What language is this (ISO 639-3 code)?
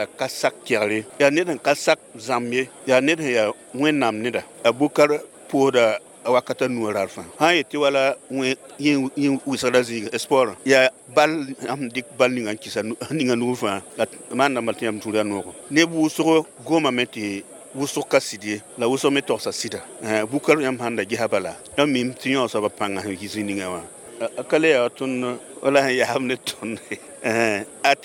mos